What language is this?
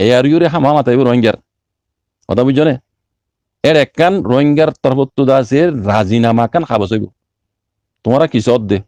Rohingya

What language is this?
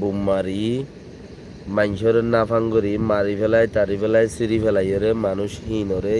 Rohingya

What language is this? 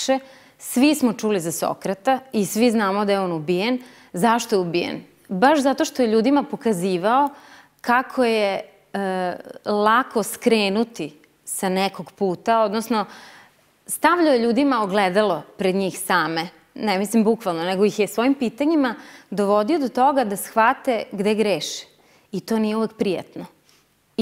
Serbian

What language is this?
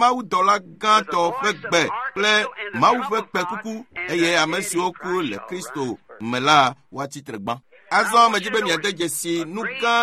Ewe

